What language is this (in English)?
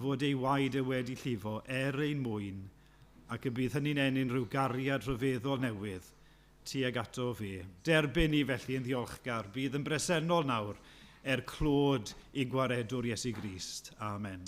Welsh